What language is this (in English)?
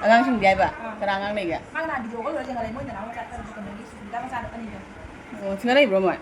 Manipuri